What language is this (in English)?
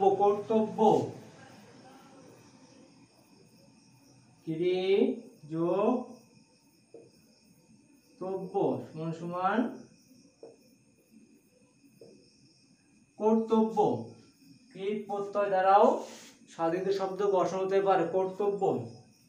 Bangla